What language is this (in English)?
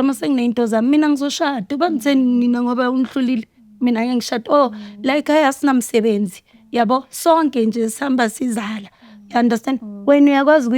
Zulu